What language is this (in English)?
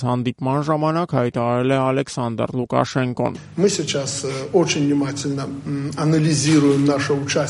Armenian